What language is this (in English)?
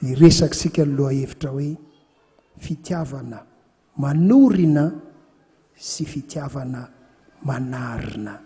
Malagasy